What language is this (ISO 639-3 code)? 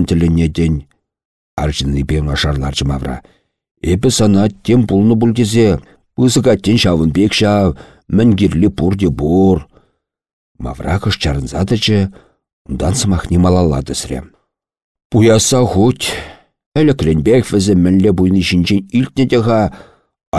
chv